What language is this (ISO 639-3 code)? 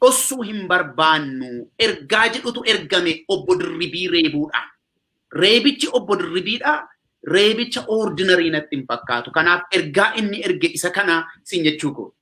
orm